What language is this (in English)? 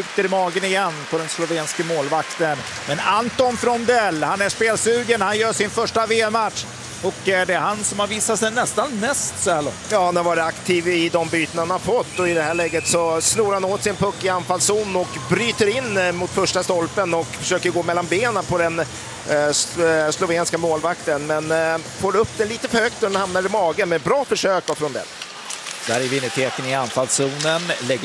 Swedish